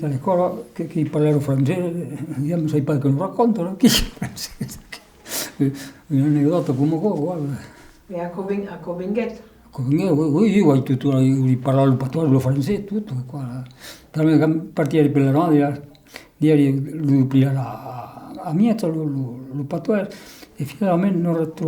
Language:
Occitan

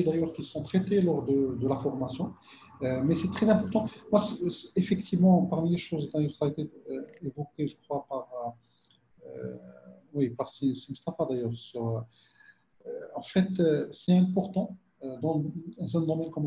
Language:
French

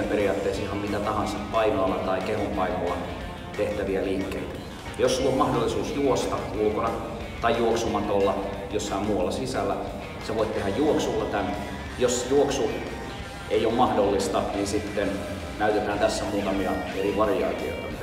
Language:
Finnish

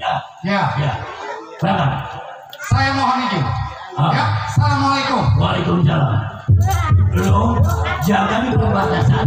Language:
Betawi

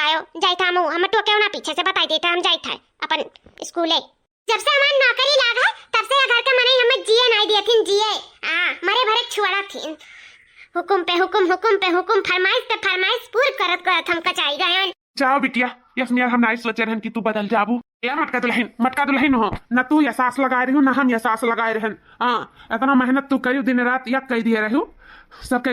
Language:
Awadhi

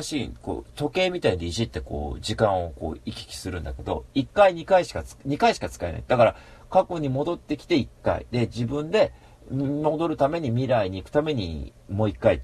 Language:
Japanese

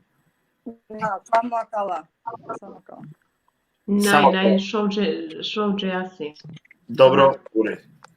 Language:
Balkan Romani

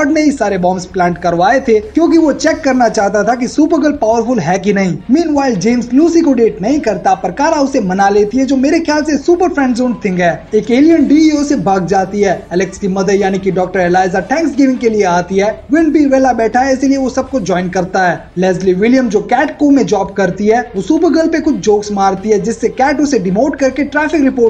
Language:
Hindi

